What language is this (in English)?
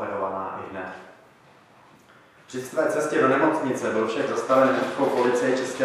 Czech